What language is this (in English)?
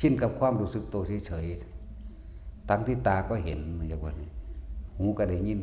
Northeastern Thai